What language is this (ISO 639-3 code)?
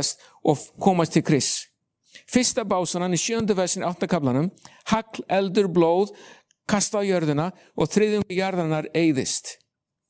isl